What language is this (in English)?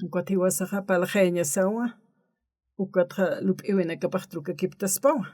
Aymara